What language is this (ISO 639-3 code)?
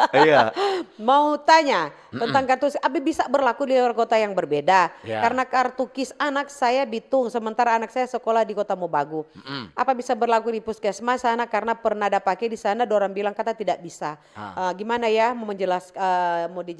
xmm